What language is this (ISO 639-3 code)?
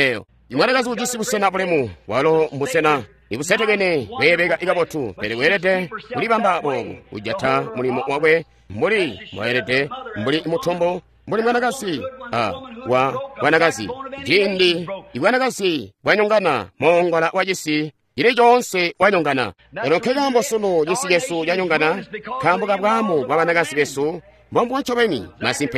toi